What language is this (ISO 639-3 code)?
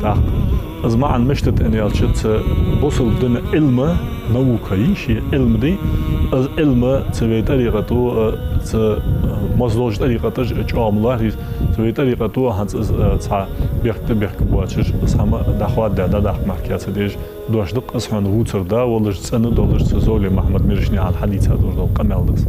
inh